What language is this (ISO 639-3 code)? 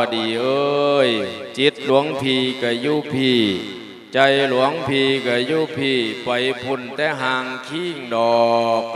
lao